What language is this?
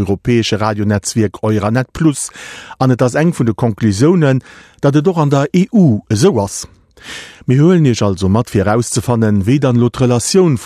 Luxembourgish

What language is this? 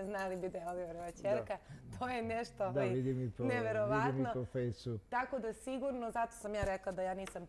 Serbian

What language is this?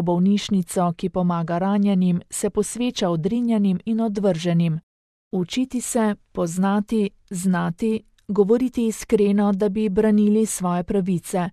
Slovenian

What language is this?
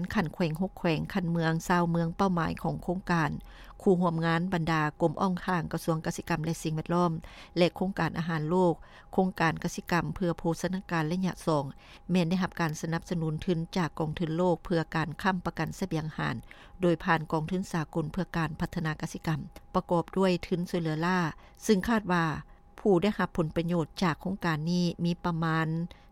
Lao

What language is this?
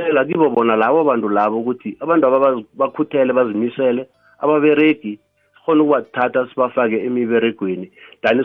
South Ndebele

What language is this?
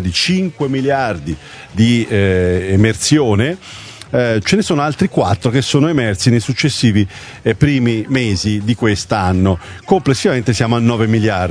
Italian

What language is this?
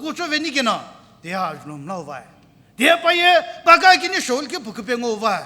Sumi Naga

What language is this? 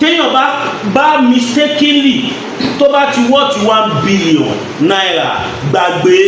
Yoruba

